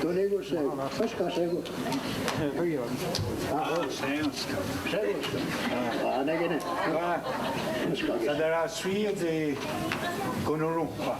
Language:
Mohawk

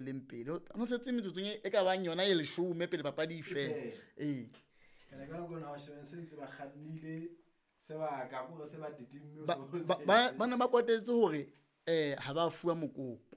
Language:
Southern Sotho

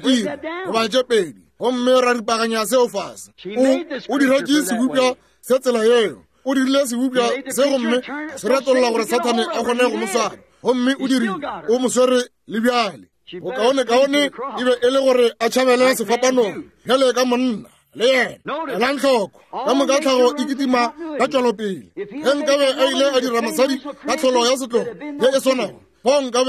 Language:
Northern Sotho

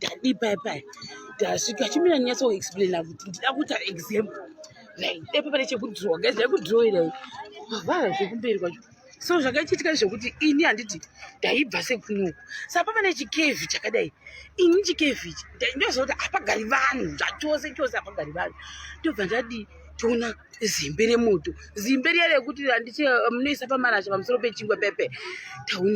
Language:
Shona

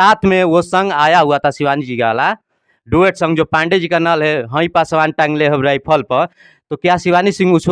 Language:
Bhojpuri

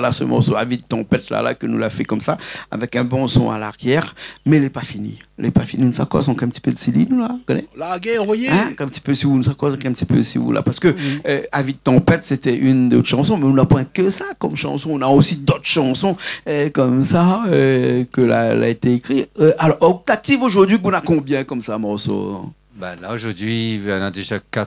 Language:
Réunion Creole French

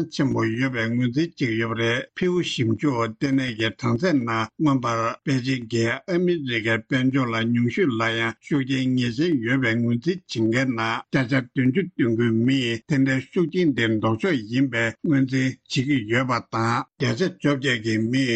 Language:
Tibetan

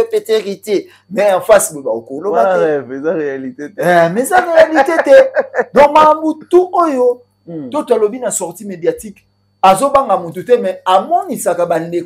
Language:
Lingala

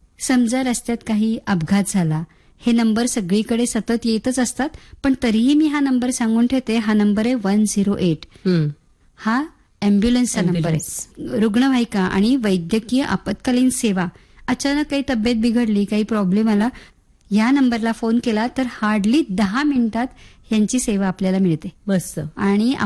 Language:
Marathi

